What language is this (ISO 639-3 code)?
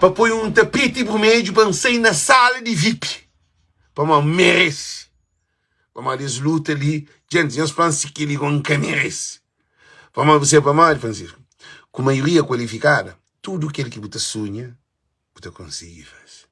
kea